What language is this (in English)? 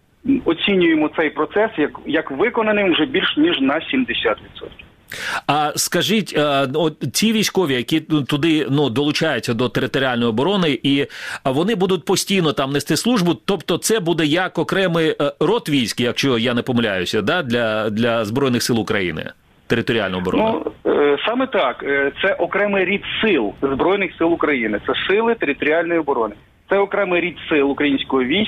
Ukrainian